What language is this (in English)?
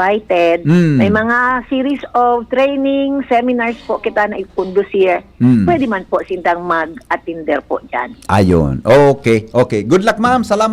Bikol